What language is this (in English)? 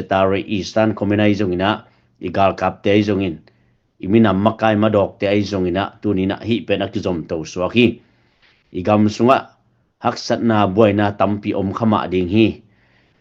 Tedim Chin